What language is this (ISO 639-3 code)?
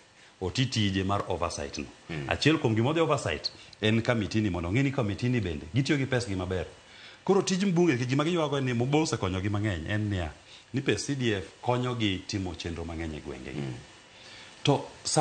luo